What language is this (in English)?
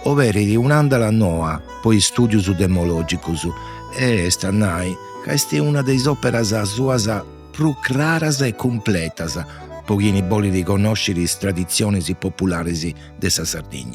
Sardinian